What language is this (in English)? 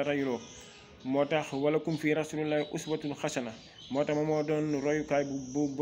Wolof